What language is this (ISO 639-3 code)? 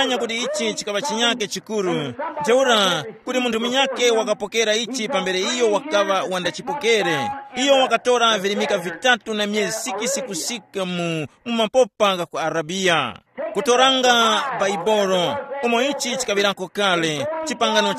tum